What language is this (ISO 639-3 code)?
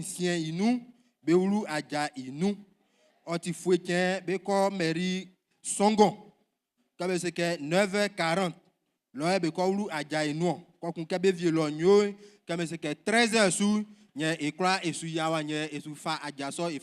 bci